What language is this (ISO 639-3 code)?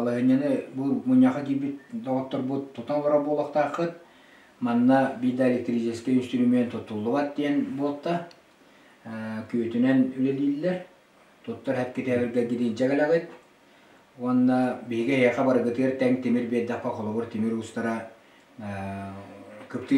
sah